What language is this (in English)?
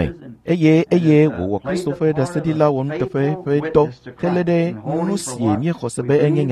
Ewe